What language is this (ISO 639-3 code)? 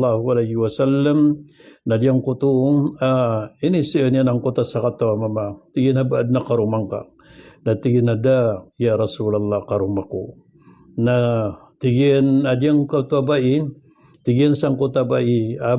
mrw